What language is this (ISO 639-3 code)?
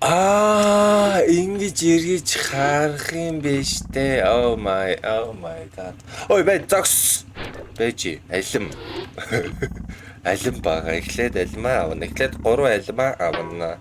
mon